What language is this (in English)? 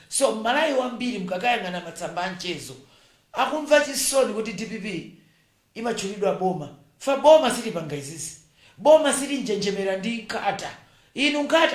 Nyanja